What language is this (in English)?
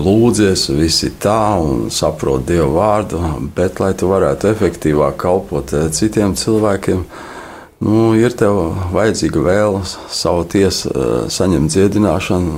Latvian